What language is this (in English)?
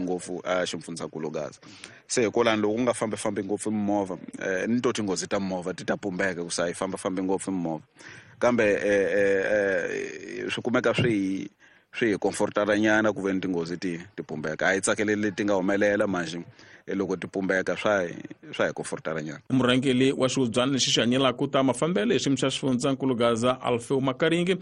Tsonga